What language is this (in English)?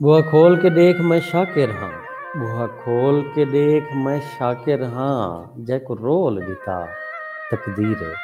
Saraiki